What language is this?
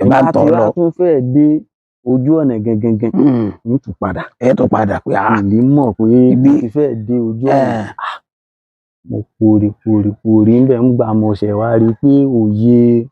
Yoruba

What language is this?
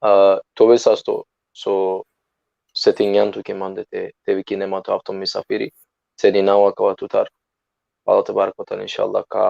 Balkan Romani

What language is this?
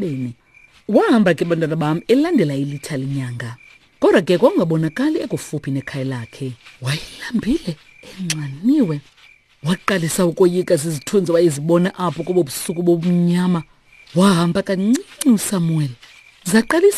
Xhosa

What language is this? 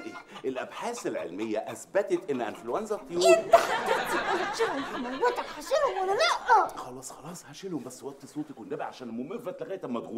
Egyptian Arabic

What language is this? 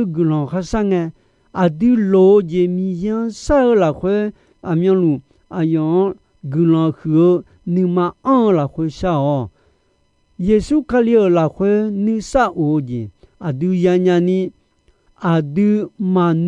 Akha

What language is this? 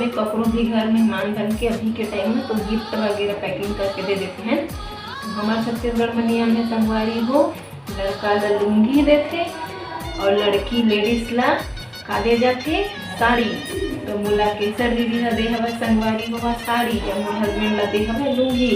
Chhattisgarhi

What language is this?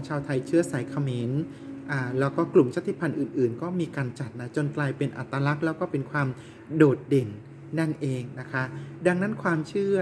Thai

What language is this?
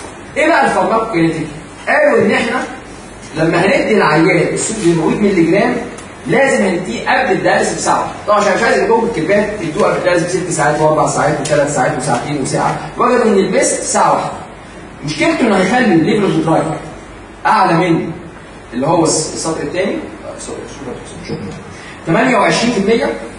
Egyptian Arabic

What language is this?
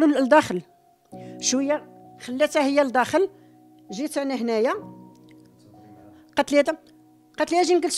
Moroccan Arabic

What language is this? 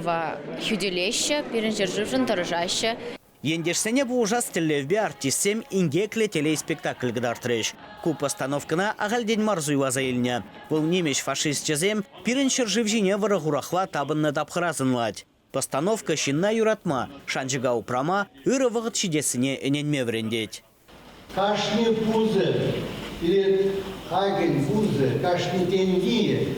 Chuvash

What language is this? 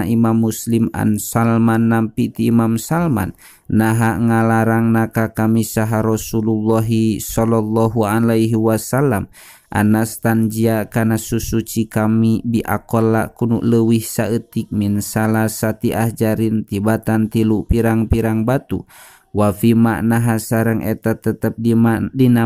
Sundanese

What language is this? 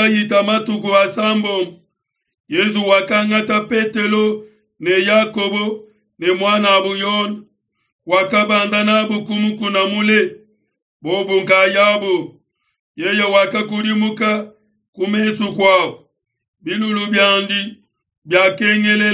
Luba-Lulua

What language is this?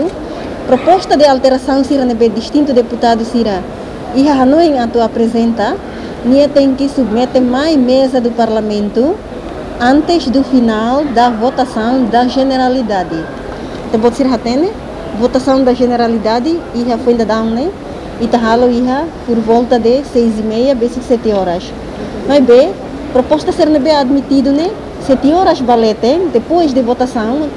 Tetum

